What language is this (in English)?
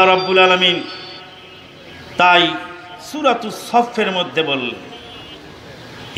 Bangla